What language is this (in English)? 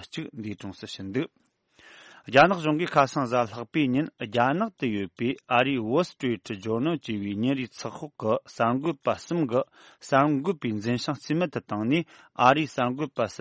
Tibetan